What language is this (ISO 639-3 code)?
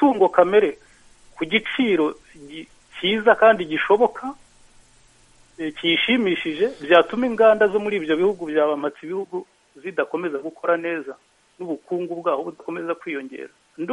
kin